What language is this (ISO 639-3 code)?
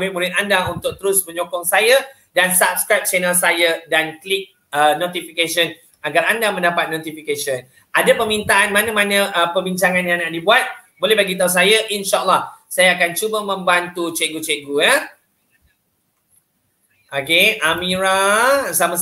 msa